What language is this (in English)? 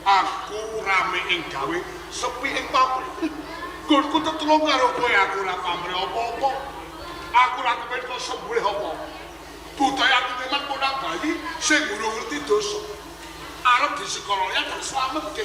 Javanese